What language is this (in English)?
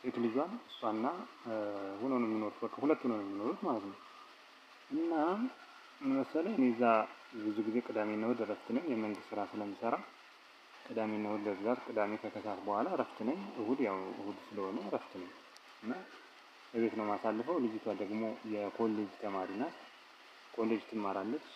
Amharic